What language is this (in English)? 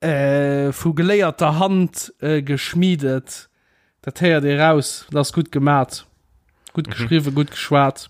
Luxembourgish